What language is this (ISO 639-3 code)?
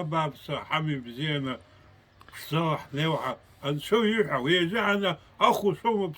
abk